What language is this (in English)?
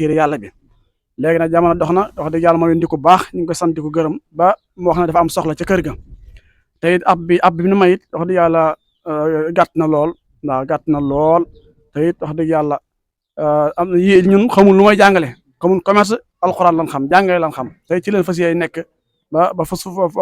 Wolof